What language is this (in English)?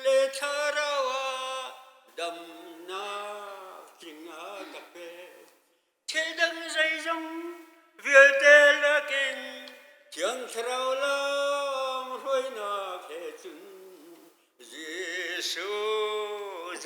Hakha Chin